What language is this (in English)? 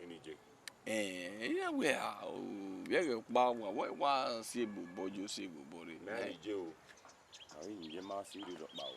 Bini